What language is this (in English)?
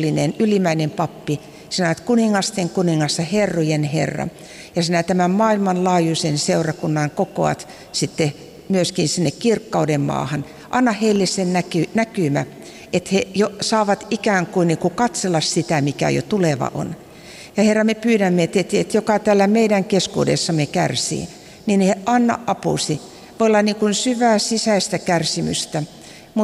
Finnish